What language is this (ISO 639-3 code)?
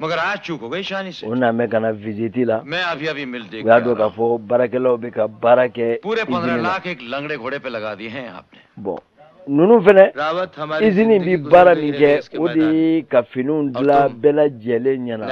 bam